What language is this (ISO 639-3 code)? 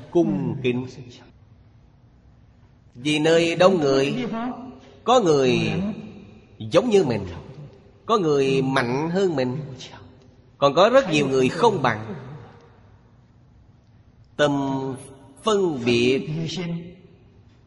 vie